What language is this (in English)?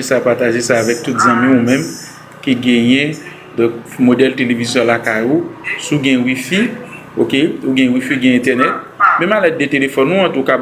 Haitian Creole